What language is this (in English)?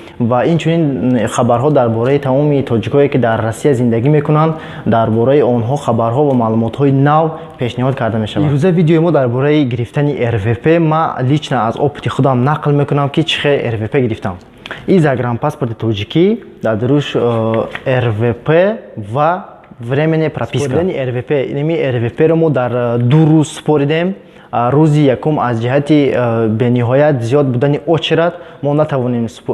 Tajik